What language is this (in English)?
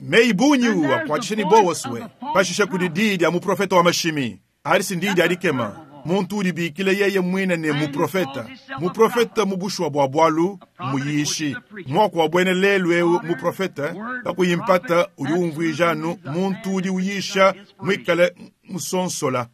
Luba-Lulua